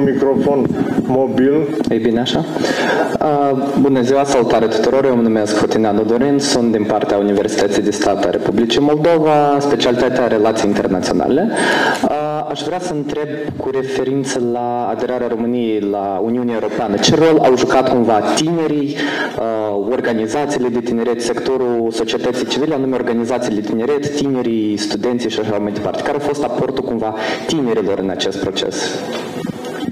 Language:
Romanian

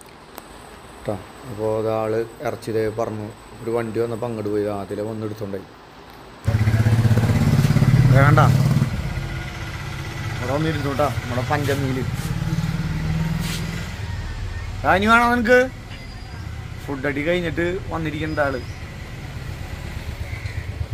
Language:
Malayalam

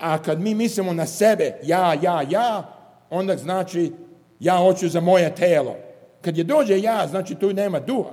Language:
Serbian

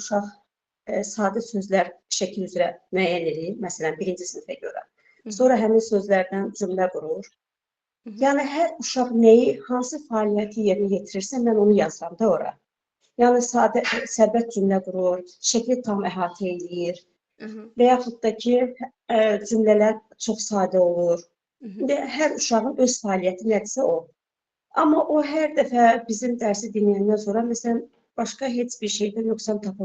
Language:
Azerbaijani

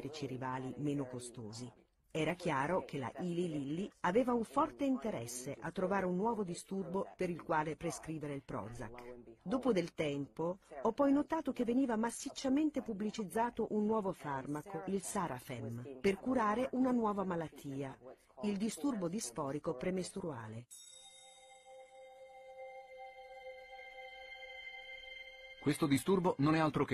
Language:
Italian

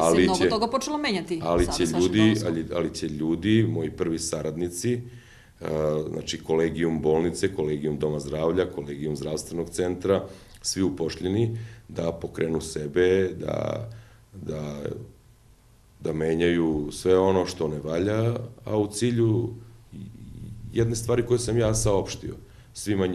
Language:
Serbian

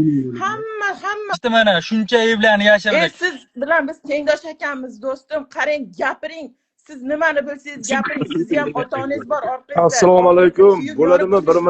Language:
Uzbek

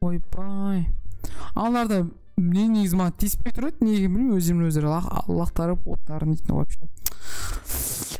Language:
Kazakh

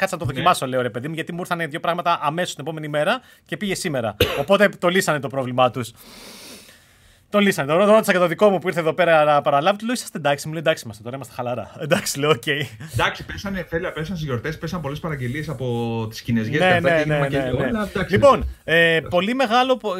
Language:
Greek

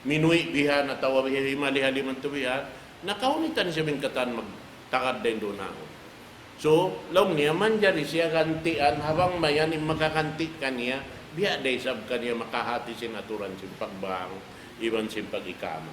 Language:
Tausug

